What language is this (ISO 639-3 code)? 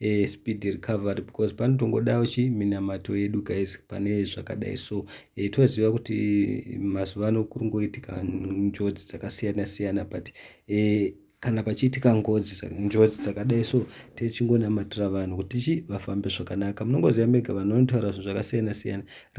sna